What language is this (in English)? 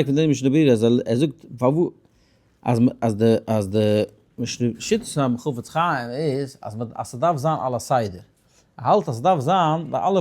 Yiddish